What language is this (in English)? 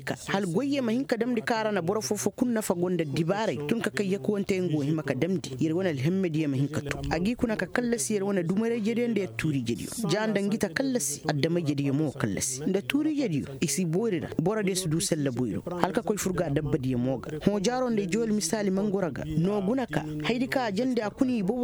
Koyraboro Senni